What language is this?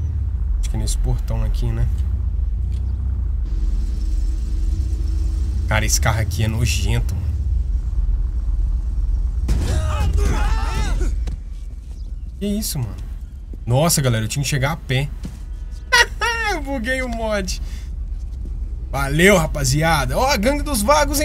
Portuguese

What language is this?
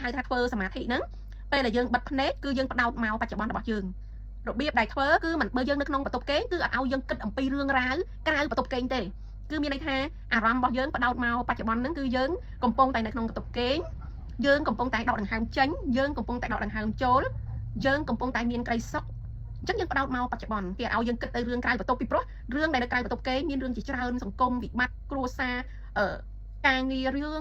Khmer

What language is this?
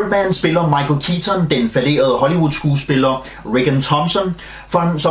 Danish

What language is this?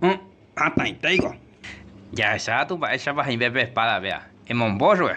Guarani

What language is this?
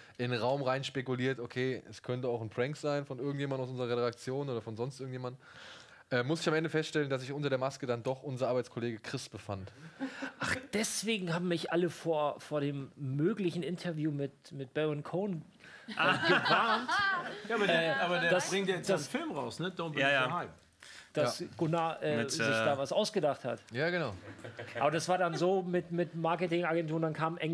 German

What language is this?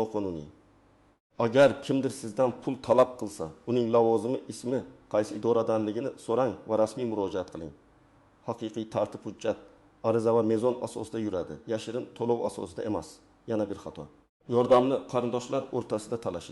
Uzbek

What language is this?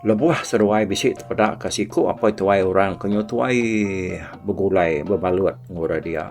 Iban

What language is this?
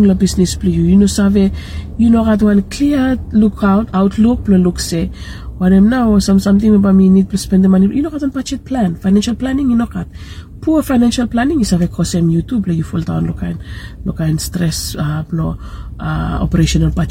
Bislama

